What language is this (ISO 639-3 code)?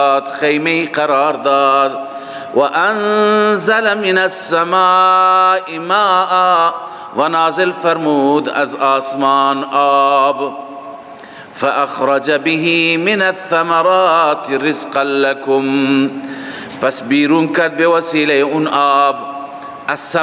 fas